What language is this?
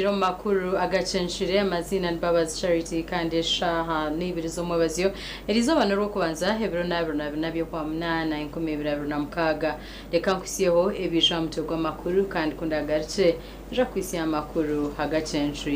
Nyankole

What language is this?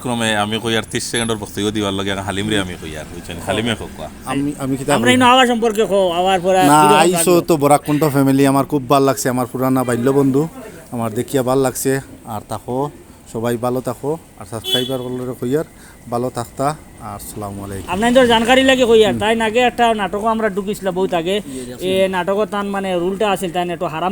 Sylheti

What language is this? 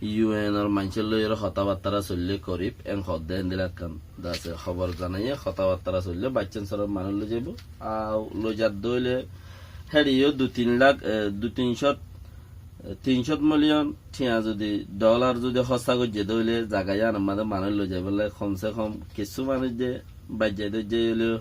Rohingya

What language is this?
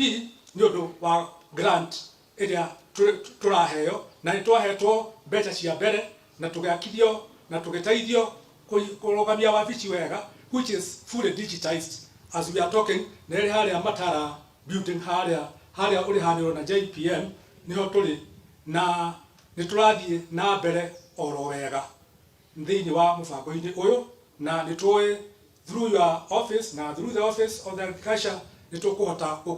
Kikuyu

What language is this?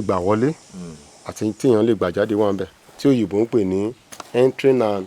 Yoruba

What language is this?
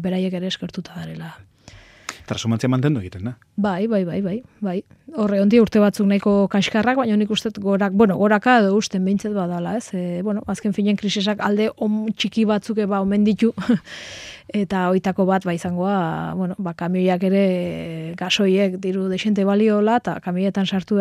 Basque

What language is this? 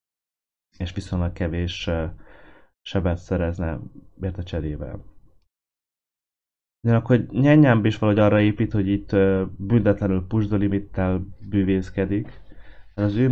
Hungarian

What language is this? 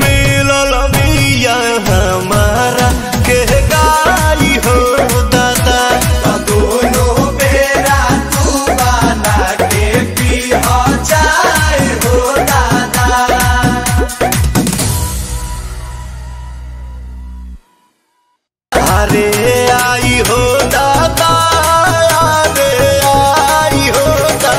Bhojpuri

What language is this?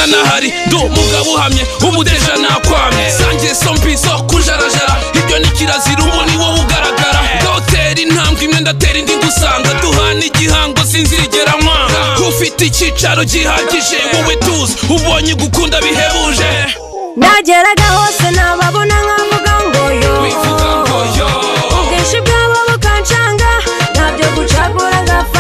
Kinyarwanda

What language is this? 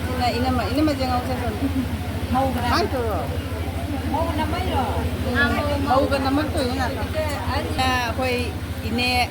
Manipuri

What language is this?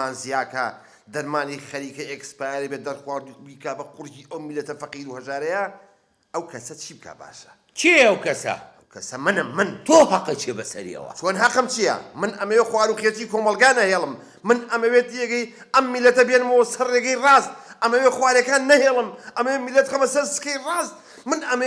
Central Kurdish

